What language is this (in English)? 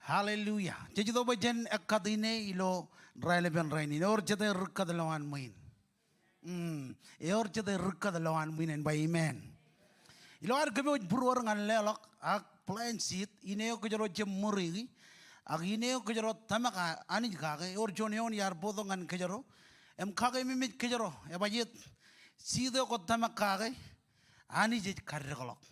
Marshallese